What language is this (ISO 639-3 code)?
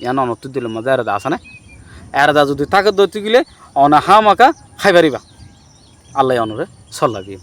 rhg